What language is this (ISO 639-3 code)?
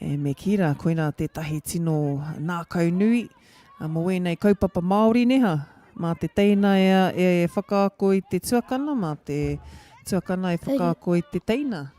mri